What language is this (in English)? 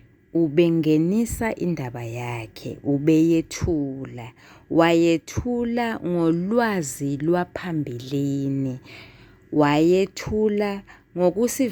Zulu